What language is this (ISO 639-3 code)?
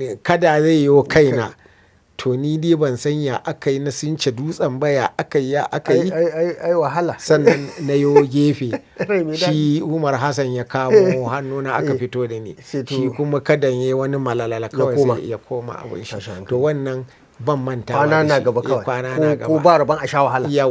hau